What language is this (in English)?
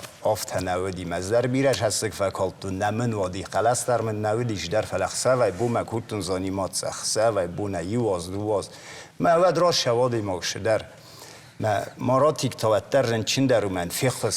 Ossetic